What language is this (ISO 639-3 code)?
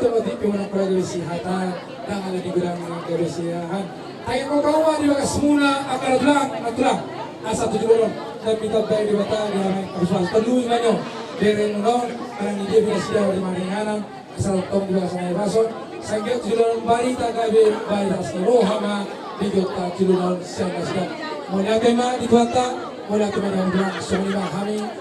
bbc